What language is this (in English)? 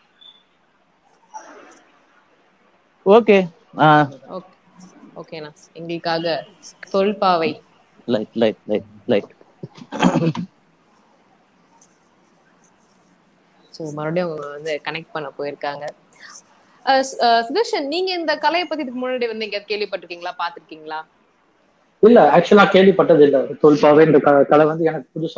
Tamil